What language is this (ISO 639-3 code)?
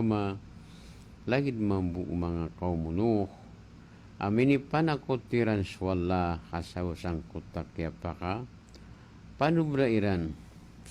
mrw